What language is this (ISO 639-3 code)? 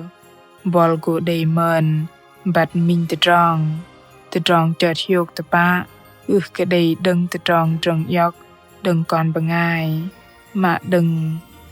bdq